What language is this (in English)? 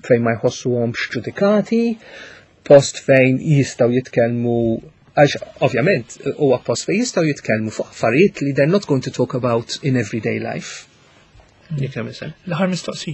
Maltese